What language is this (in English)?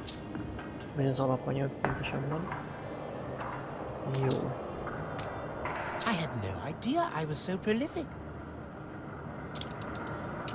Hungarian